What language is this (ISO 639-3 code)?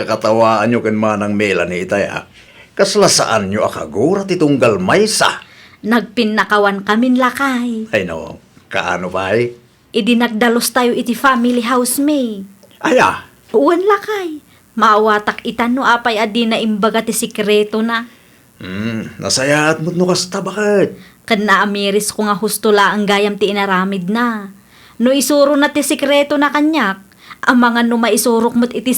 ilo